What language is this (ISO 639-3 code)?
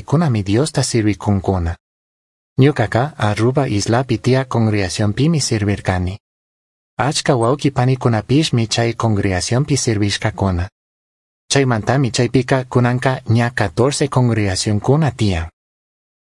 qug